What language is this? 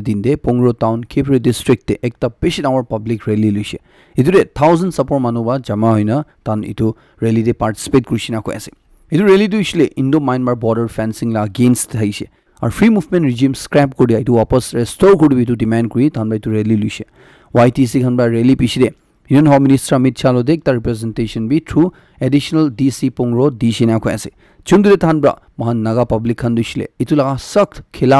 Naga Pidgin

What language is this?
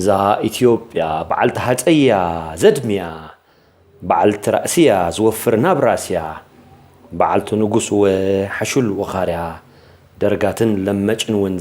Tigrinya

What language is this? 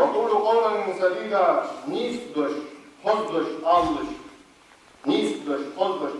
Ingush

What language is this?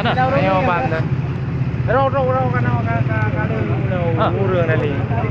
Achinese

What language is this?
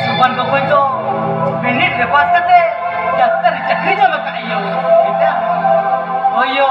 Santali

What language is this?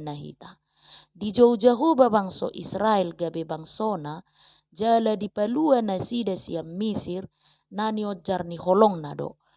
Batak Toba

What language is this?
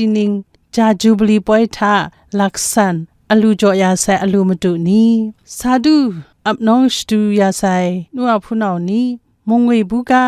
Kachin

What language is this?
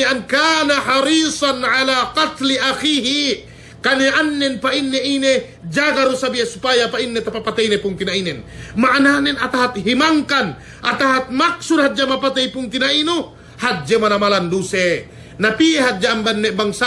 Yakan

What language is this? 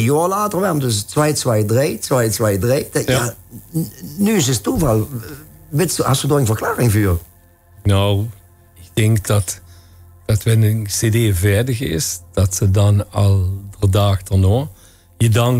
Limburgish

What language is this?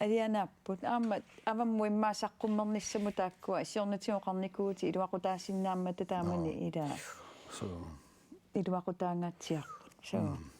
Kalaallisut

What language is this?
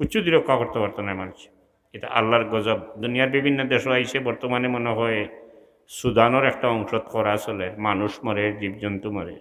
Sylheti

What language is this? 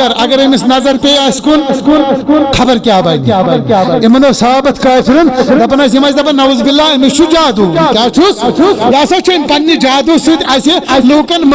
Kashmiri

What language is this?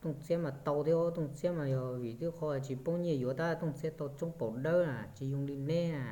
Hmong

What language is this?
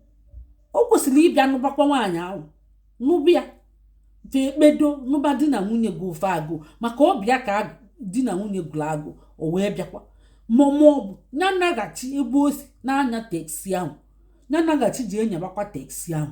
Igbo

